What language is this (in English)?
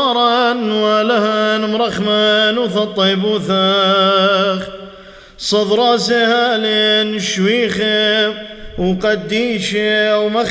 Classical Syriac